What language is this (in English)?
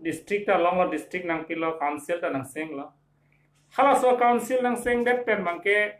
Karbi